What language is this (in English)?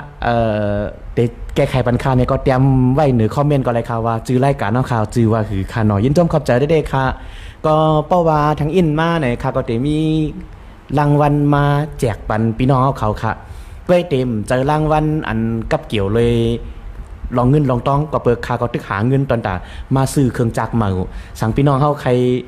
Shan